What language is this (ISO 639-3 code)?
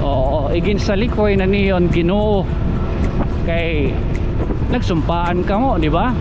war